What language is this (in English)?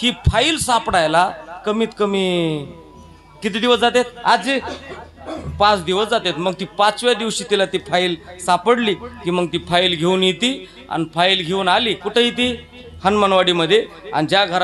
Marathi